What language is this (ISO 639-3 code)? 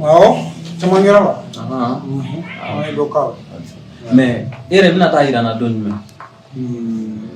bam